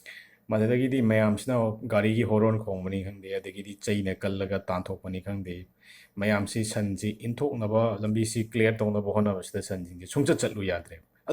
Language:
Manipuri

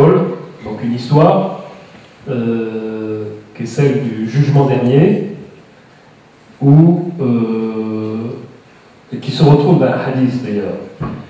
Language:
French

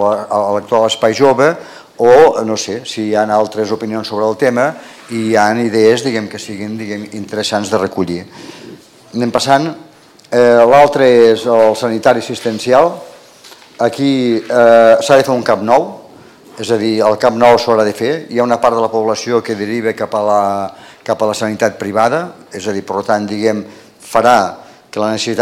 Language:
Catalan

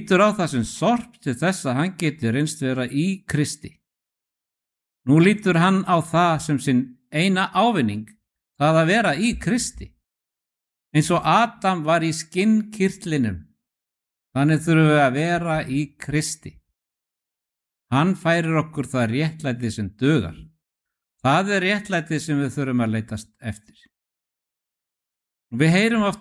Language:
Icelandic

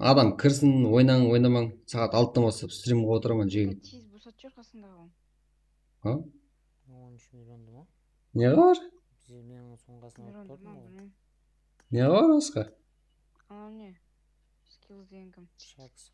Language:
Kara-Kalpak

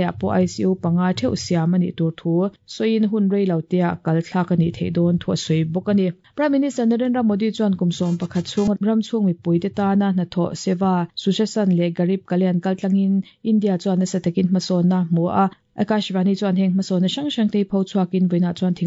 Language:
Mizo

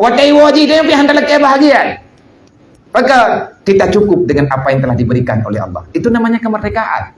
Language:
Achinese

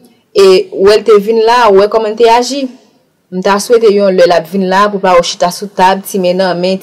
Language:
Haitian Creole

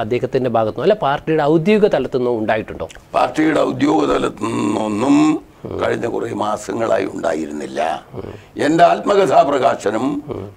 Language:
Malayalam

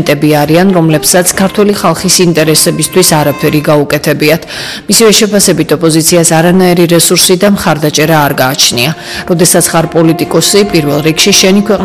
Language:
Georgian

